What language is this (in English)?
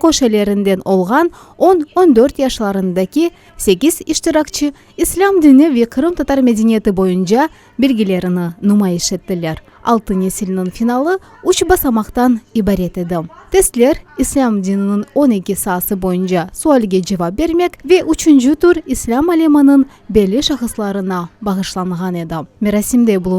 Crimean Tatar